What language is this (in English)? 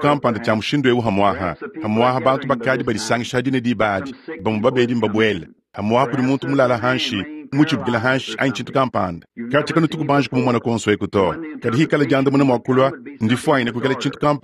Luba-Lulua